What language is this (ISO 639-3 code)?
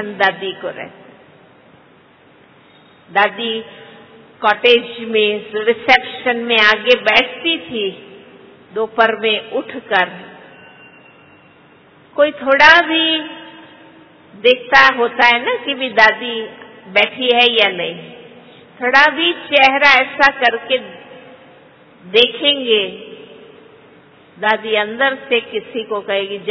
hin